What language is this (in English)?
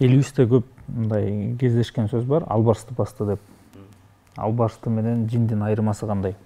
Kyrgyz